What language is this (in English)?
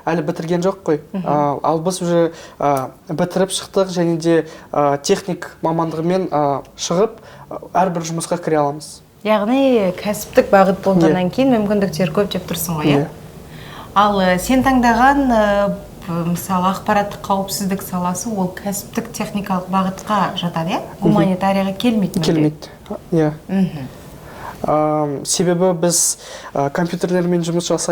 Kazakh